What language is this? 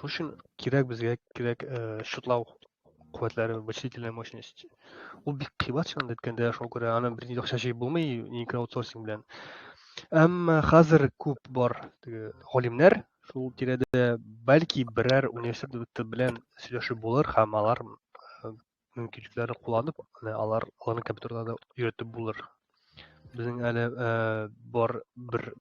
Tatar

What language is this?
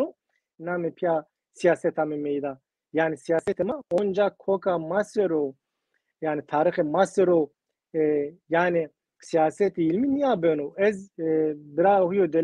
Zaza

